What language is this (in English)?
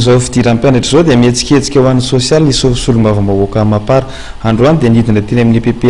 Malagasy